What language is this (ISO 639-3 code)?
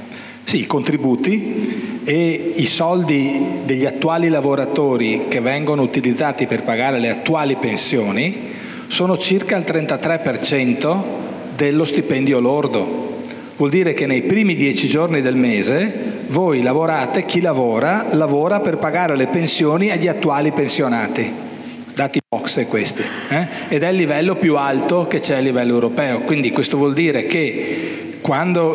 ita